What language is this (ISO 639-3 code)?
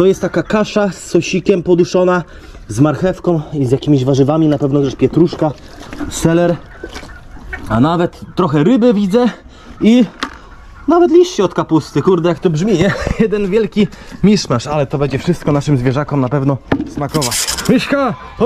pol